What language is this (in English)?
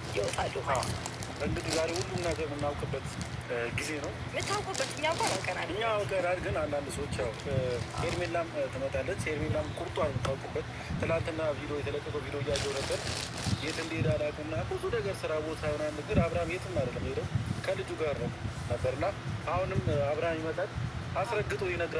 Amharic